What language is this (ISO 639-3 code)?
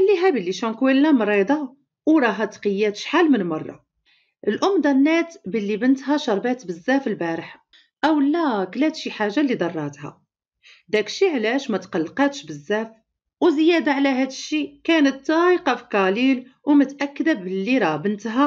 ary